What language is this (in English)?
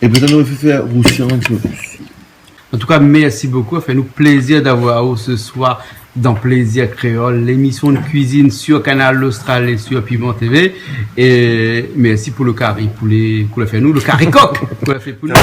Réunion Creole French